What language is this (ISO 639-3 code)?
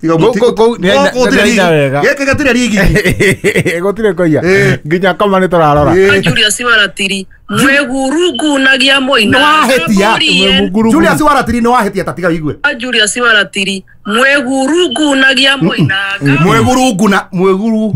kik